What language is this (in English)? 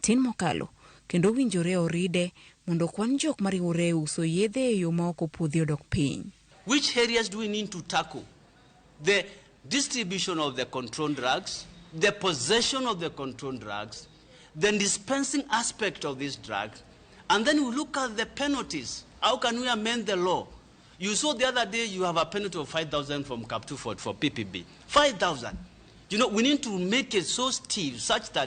Luo (Kenya and Tanzania)